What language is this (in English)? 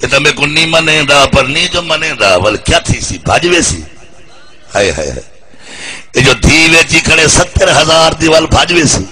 Saraiki